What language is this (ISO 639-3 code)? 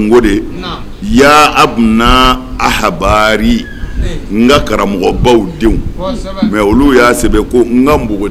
bam